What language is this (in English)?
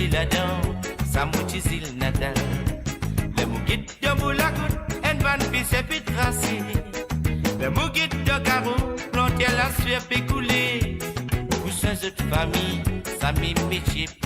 Morisyen